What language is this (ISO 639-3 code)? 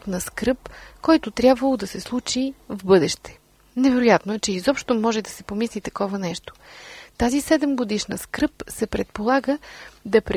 bul